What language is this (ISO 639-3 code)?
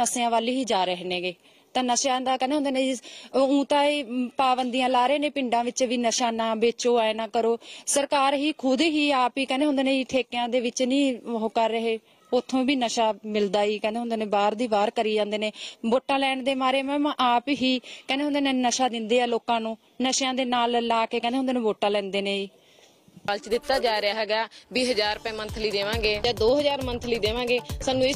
pan